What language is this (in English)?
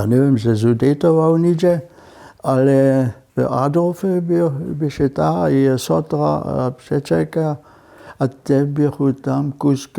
Upper Sorbian